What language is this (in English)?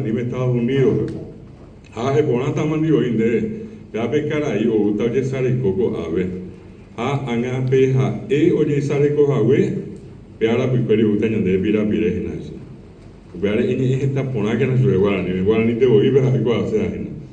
Guarani